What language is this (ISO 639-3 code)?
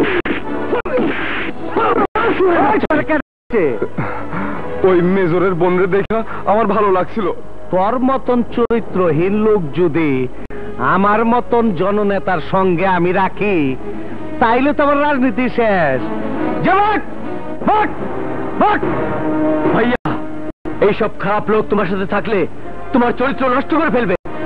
ben